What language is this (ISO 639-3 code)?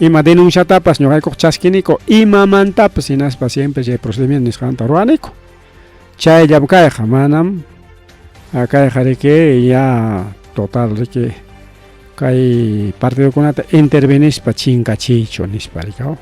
quy